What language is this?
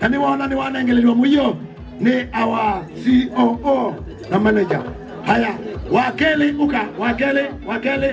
Kamba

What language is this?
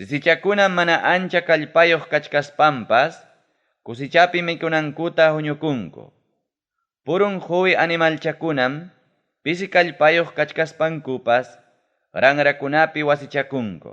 Ayacucho Quechua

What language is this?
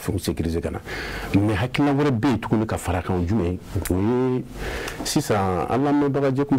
Bambara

